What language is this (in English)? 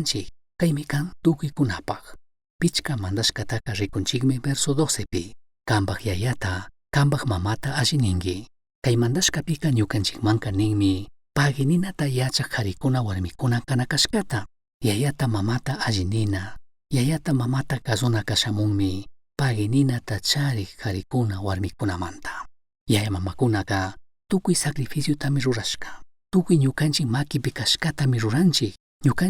Chimborazo Highland Quichua